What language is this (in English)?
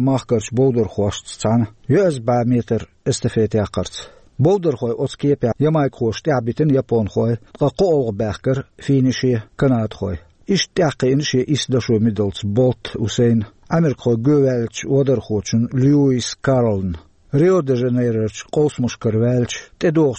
Chechen